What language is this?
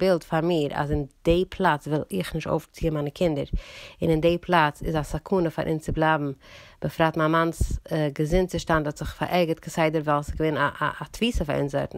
Yiddish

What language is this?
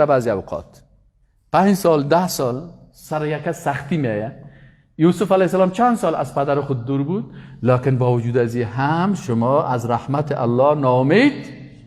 Persian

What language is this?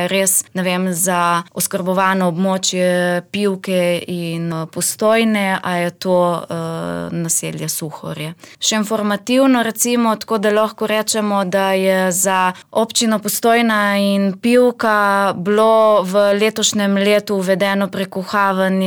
Slovenian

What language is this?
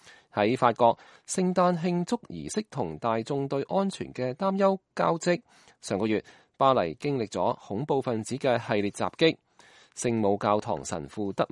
Cantonese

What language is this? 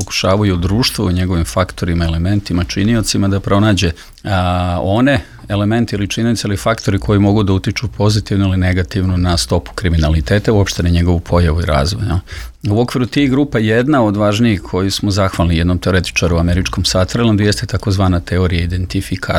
Serbian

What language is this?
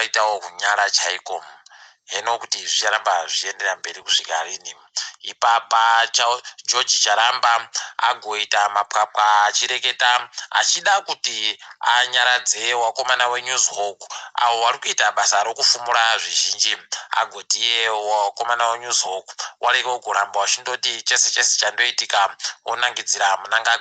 Ndau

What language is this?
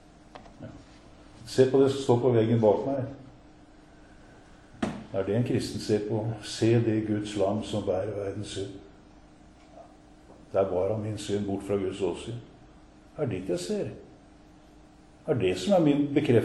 Norwegian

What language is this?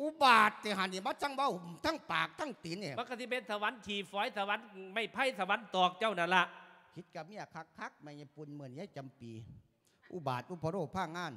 Lao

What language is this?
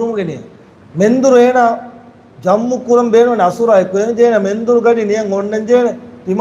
Divehi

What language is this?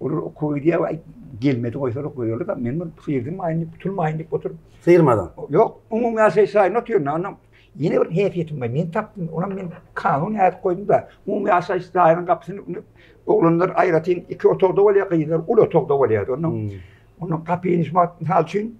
Turkmen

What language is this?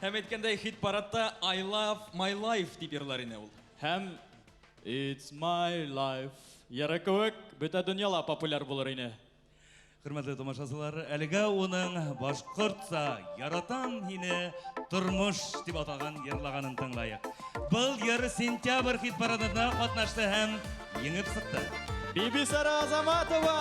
Bashkir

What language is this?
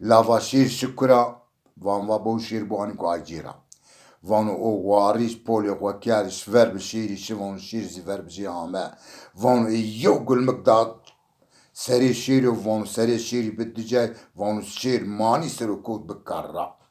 Zaza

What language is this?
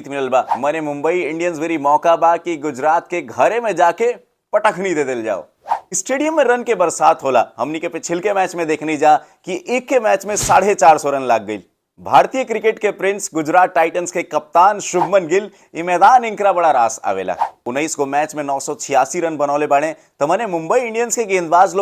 Bhojpuri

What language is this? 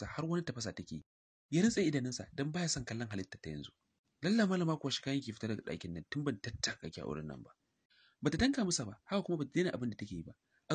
Hausa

